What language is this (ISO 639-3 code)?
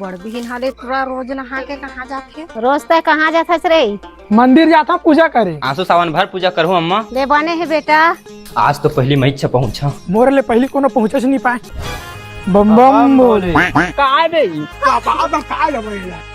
hne